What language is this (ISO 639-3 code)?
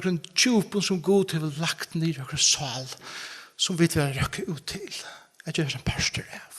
fao